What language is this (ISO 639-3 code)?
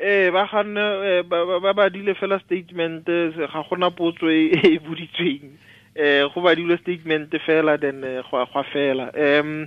tsn